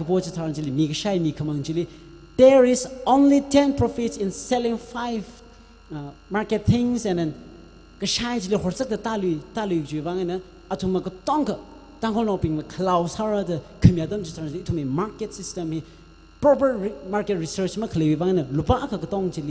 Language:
Tangkhul Naga (India)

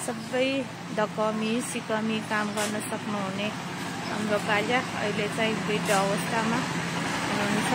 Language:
Nepali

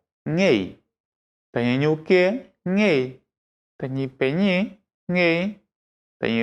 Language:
Mapuche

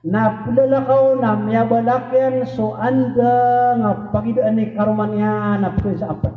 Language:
Maranao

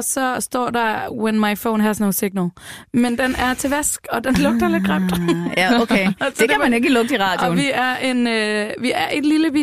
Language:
Danish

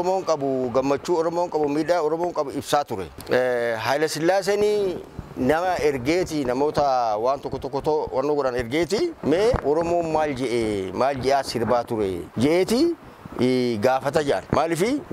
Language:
Oromo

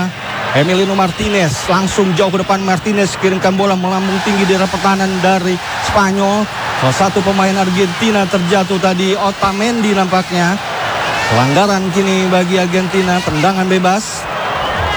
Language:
Indonesian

